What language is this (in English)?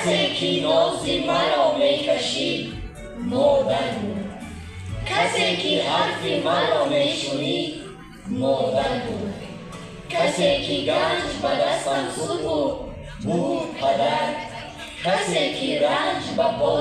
Tajik